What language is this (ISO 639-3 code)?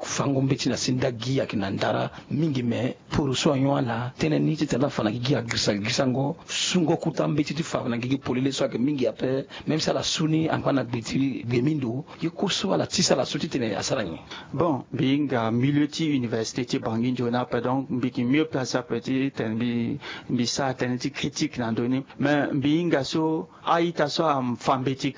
sag